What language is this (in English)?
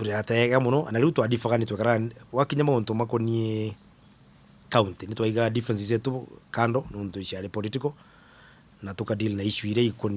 Meru